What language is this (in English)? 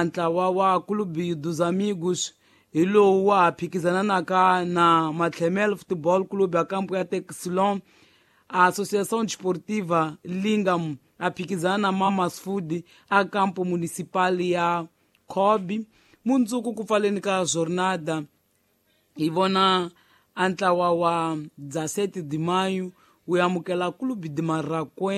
Tsonga